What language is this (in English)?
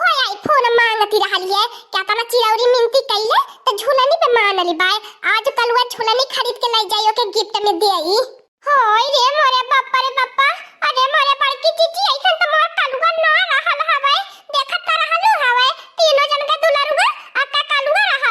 Awadhi